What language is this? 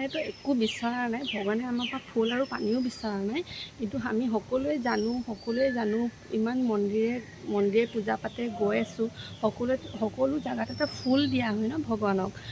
Assamese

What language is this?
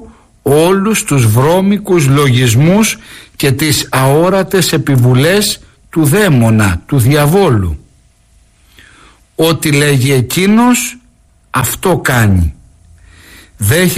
Greek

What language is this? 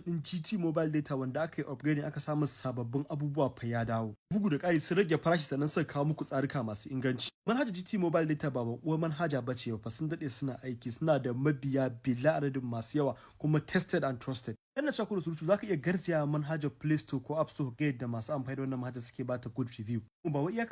Hausa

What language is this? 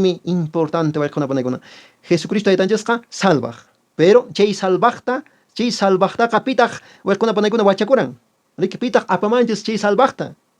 Quechua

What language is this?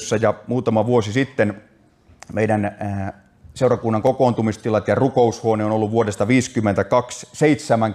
Finnish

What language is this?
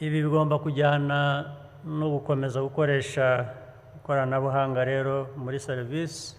Kinyarwanda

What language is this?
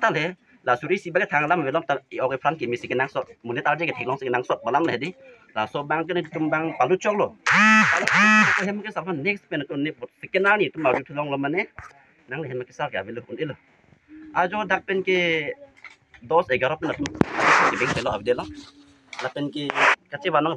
Karbi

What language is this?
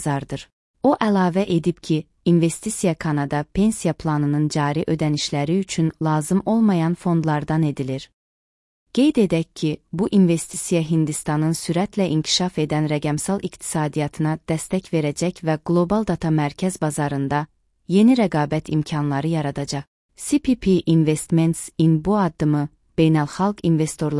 Azerbaijani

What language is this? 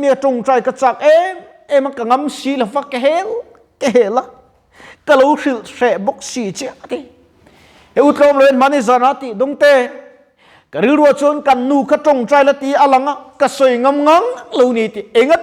Mizo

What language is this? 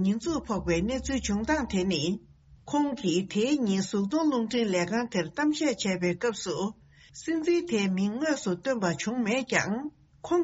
Tibetan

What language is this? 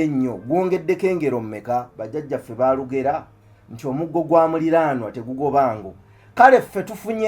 Ganda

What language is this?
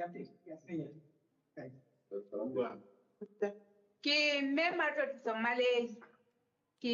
Southern Sotho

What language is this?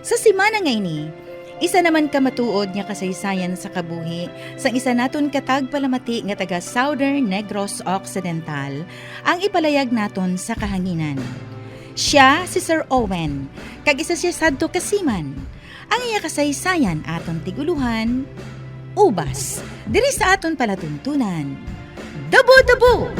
Hiligaynon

